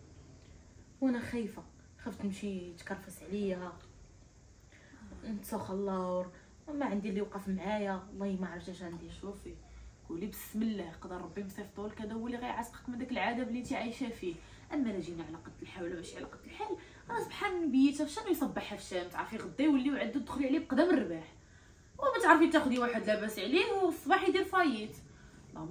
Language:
Moroccan Arabic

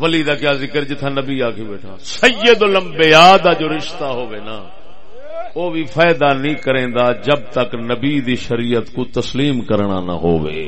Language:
Saraiki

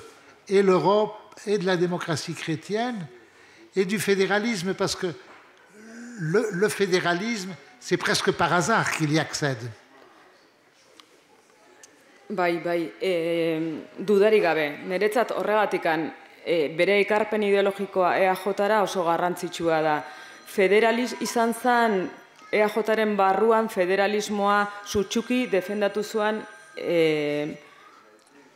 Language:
Basque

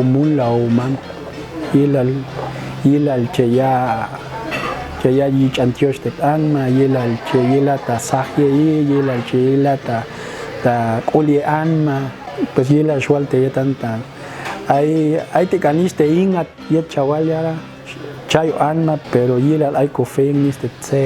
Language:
Popti'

